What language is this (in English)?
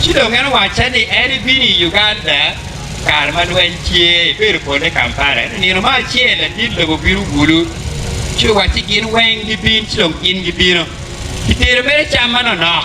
Acoli